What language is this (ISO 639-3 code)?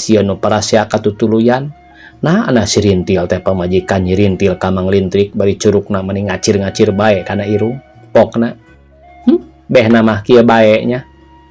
sun